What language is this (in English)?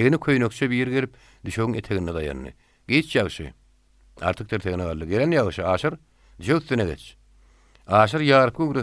Turkmen